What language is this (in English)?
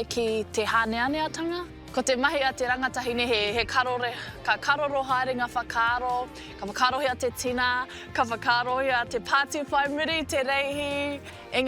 Māori